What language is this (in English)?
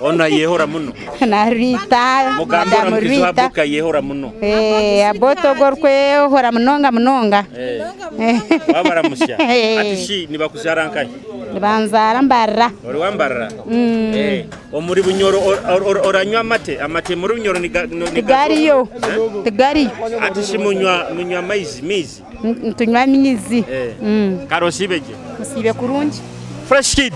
Nyoro